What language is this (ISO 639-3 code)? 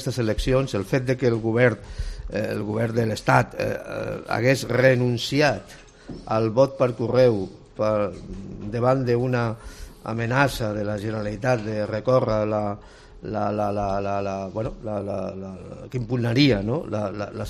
cat